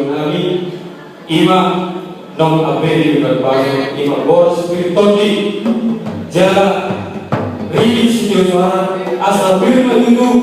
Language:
Batak Toba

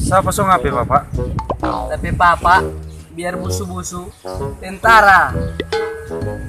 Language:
Manado Malay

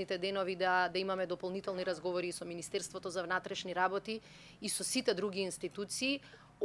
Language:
Macedonian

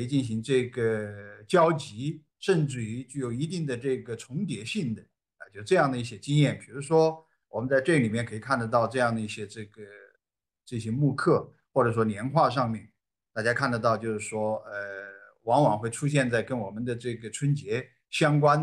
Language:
Chinese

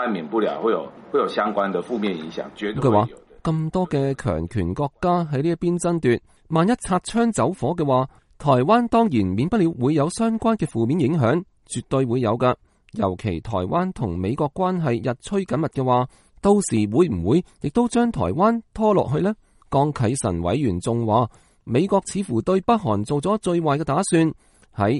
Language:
Cantonese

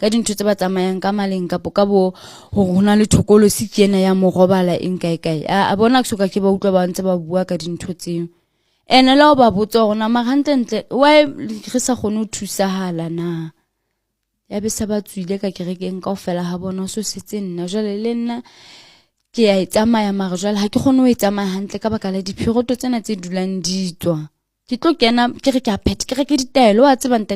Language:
Southern Sotho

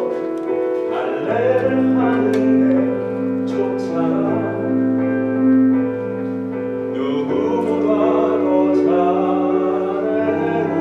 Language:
Korean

